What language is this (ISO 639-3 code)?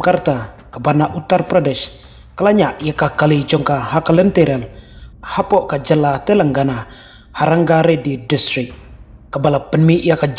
kha